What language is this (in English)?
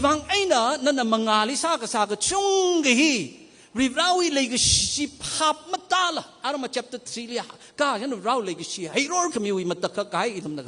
Tangkhul Naga (India)